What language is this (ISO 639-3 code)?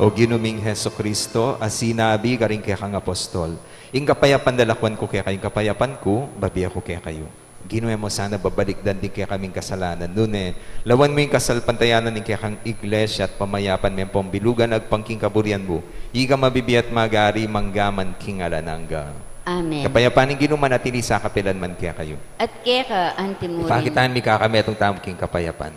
pam